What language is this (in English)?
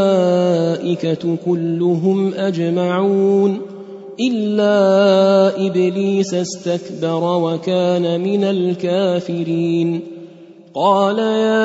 Arabic